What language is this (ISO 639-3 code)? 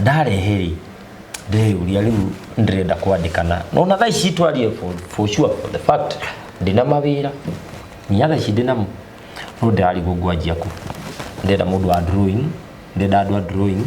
kik